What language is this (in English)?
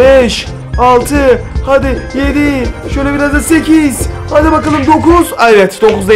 Turkish